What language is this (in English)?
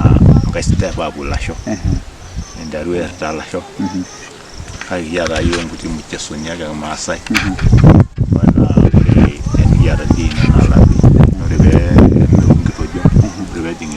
Masai